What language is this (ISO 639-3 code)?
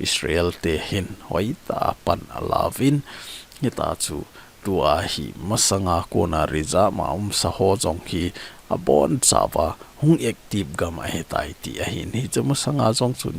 tcz